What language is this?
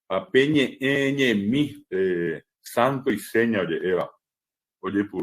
Guarani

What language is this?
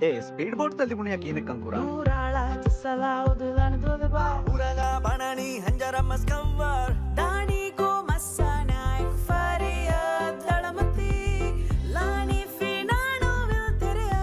Divehi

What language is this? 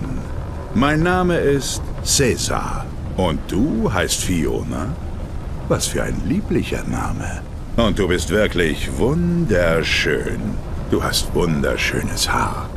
Bavarian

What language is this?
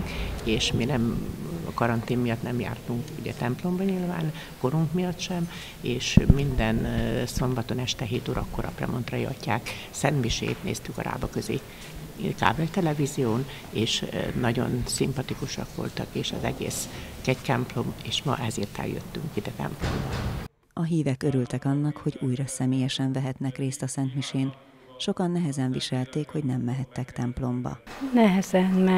Hungarian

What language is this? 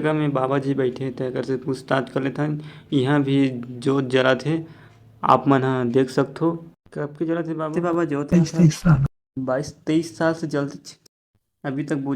Chhattisgarhi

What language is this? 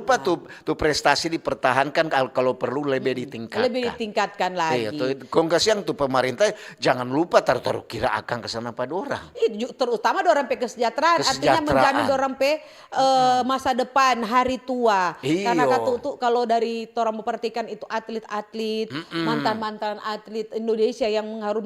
Manado Malay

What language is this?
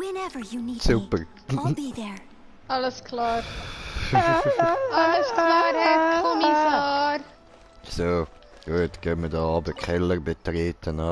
Swiss German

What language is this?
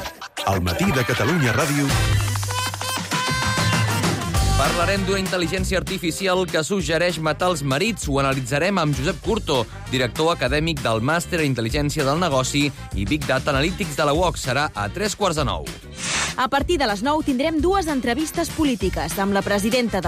Catalan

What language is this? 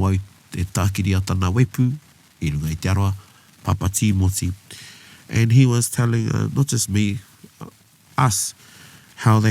Māori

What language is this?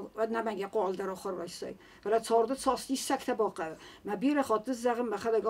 Ossetic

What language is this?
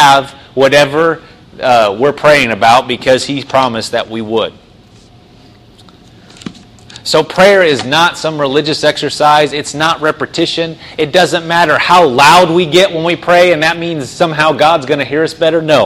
English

